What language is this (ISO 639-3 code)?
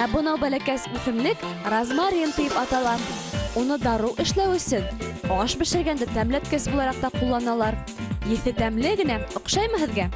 bak